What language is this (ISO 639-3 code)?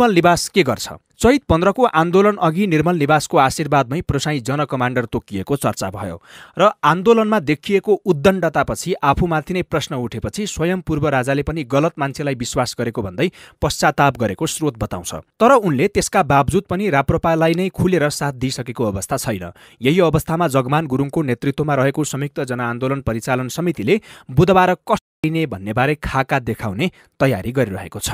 nep